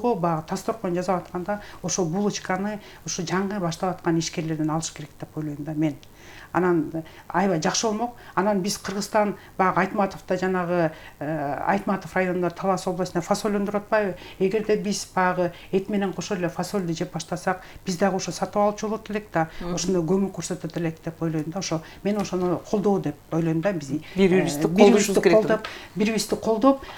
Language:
Kyrgyz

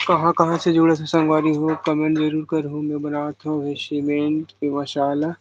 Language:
Chhattisgarhi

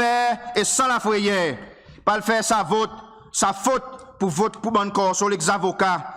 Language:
Seselwa Creole French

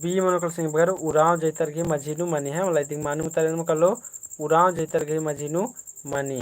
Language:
Kurukh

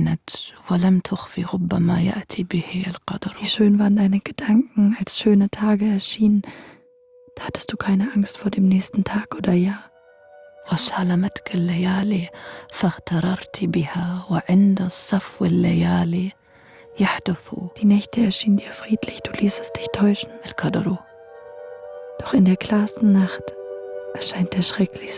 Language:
German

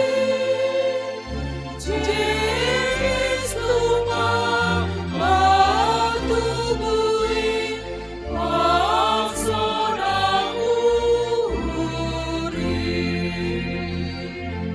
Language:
Batak Simalungun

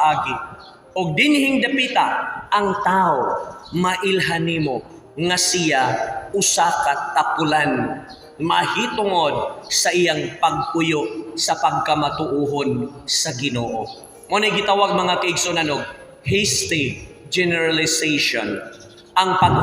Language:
Cebuano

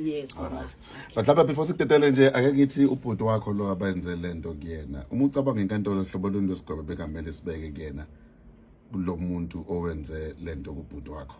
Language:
Zulu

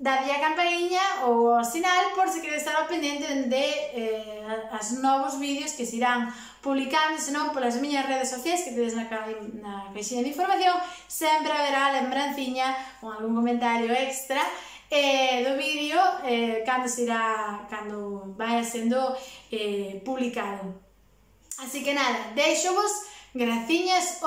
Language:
Galician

